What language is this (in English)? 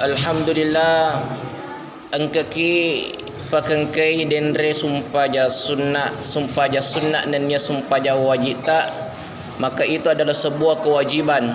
Buginese